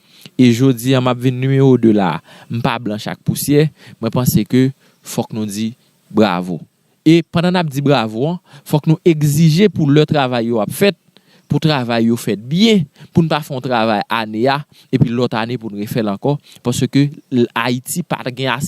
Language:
Haitian Creole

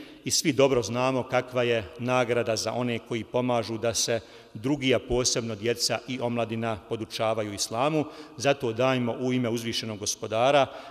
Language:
Bosnian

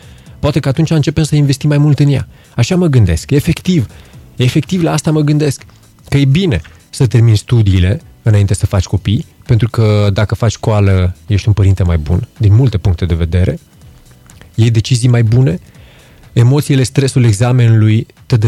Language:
Romanian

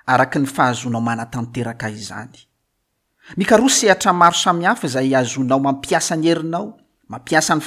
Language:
Malagasy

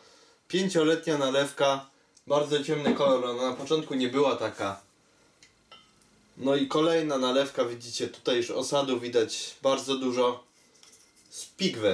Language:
Polish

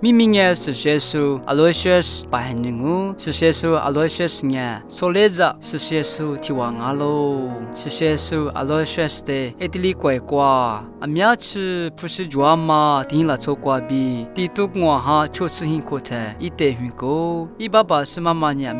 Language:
Lisu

